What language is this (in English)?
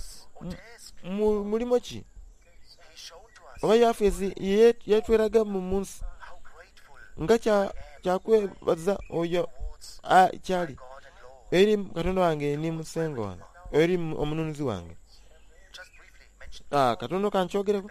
Soga